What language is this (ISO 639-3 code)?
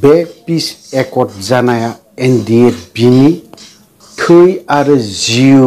brx